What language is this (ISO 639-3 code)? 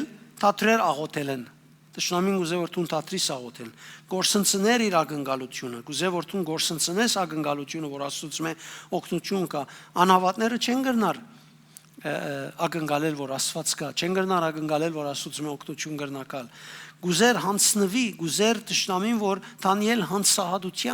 hyw